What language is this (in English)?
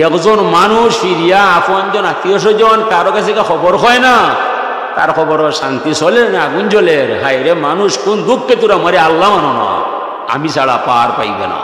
Sylheti